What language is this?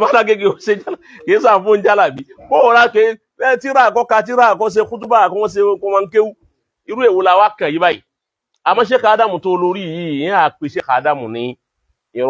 Yoruba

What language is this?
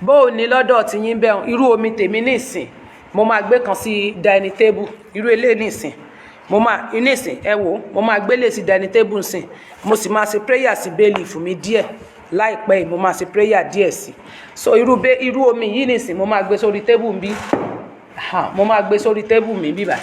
Yoruba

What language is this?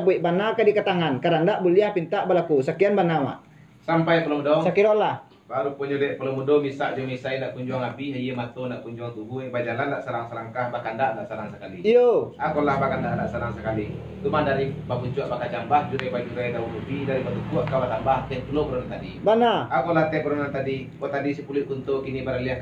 Minangkabau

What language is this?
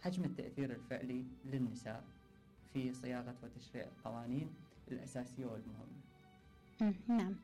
Mesopotamian Arabic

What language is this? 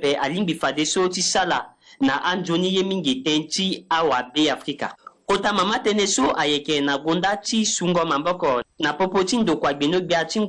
Sango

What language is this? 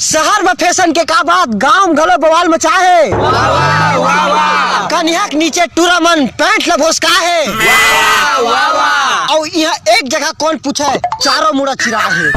Chhattisgarhi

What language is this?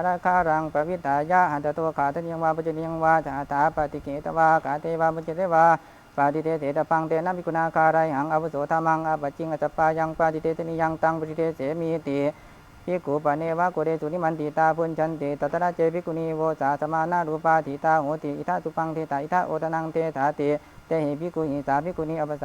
Pali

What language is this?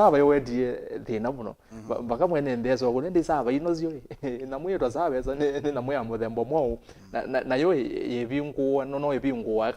Kamba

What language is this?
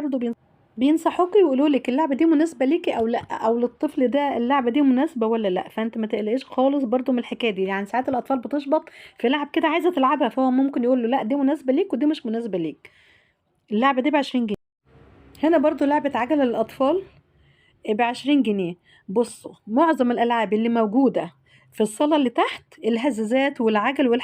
Egyptian Arabic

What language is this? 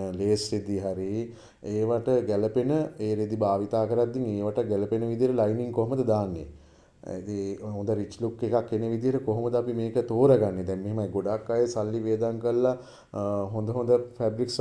Sinhala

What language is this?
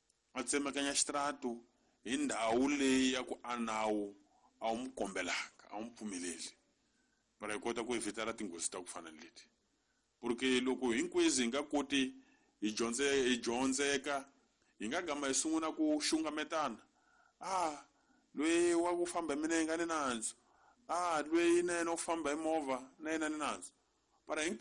Tsonga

